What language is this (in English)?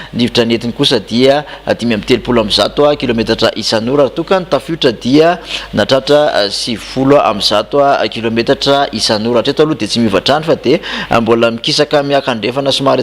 Malagasy